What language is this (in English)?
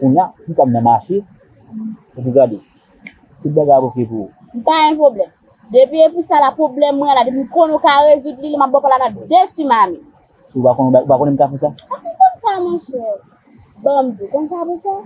Haitian Creole